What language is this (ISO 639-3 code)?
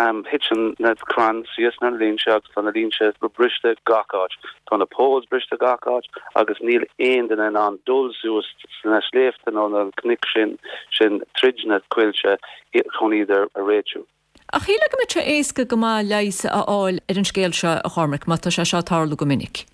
gle